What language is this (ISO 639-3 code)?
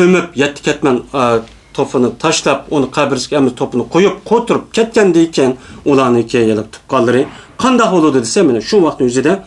uig